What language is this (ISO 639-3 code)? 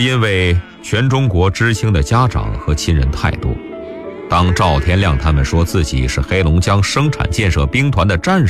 zho